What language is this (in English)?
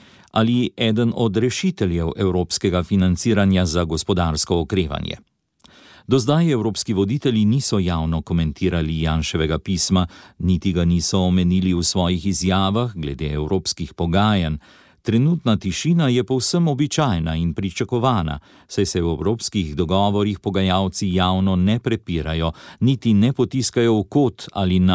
Slovenian